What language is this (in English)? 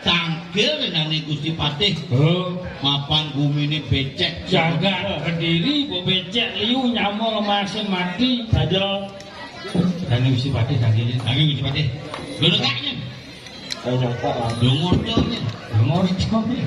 Balinese